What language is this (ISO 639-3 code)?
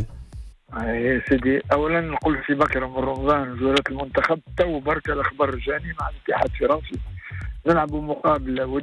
aeb